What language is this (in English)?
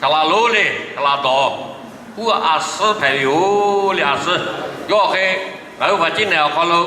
Lahu